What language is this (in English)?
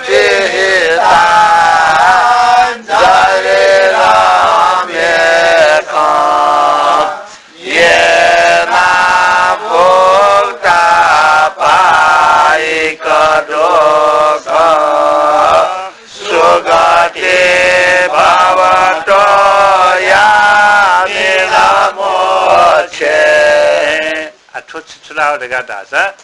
Newari